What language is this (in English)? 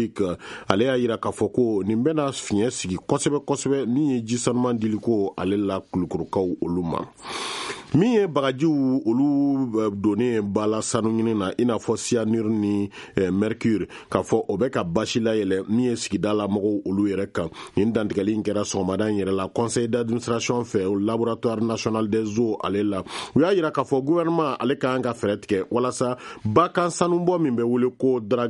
Bambara